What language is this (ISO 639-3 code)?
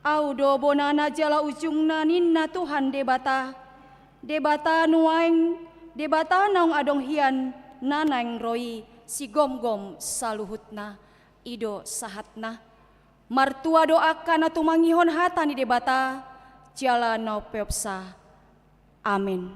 bbc